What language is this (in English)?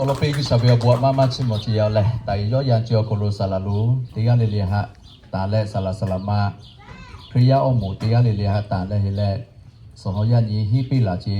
Lahu